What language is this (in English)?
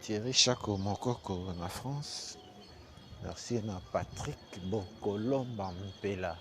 Lingala